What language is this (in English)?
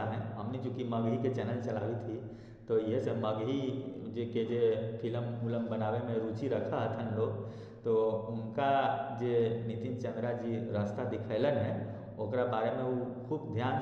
Magahi